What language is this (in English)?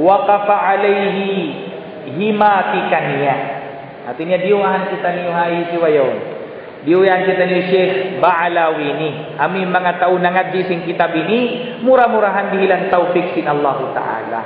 Tausug